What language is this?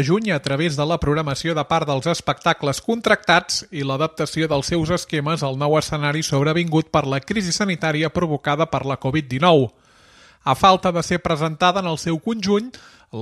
Catalan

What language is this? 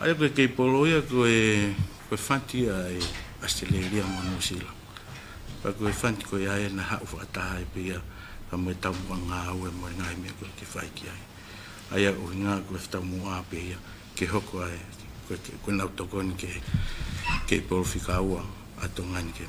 Tongan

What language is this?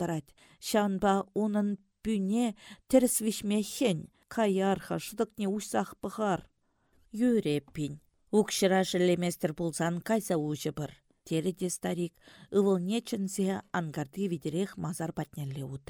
Chuvash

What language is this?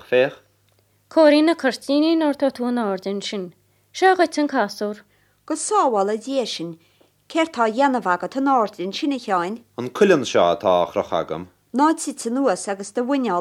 Irish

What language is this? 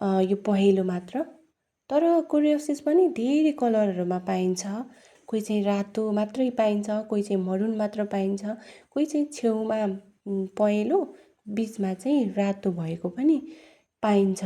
Nepali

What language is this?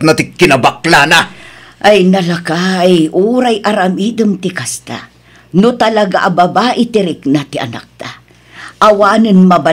Iloko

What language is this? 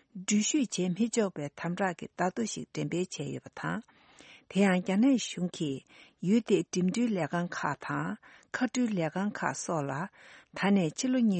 Tibetan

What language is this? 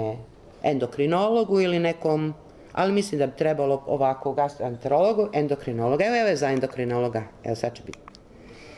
Croatian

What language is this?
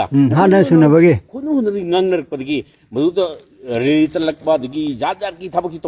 Manipuri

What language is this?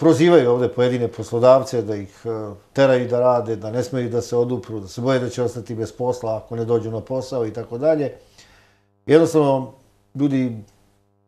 Serbian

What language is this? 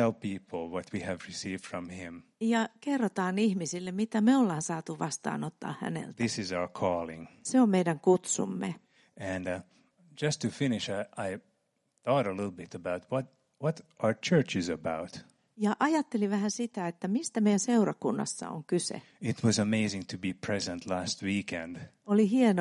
Finnish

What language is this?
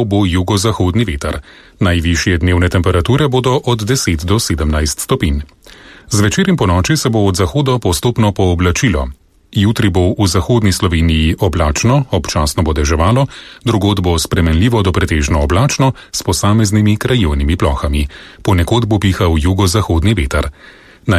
Slovenian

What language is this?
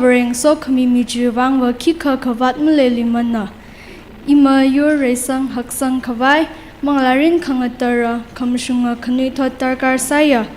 Tangkhul Naga (India)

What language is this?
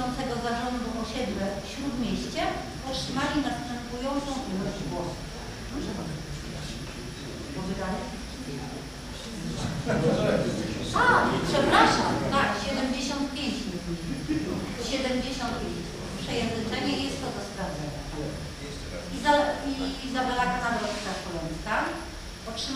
Polish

